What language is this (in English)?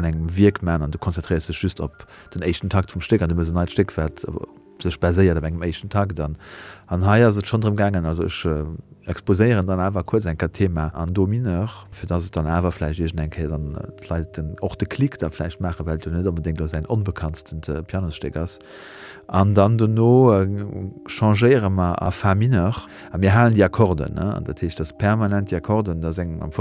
Luxembourgish